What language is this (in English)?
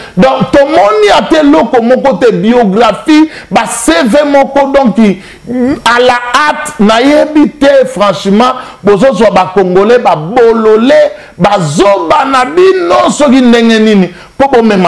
Lingala